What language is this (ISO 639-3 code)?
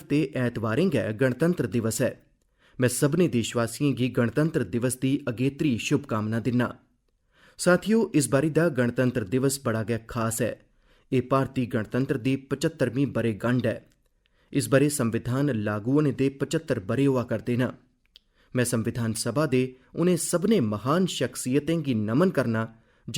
doi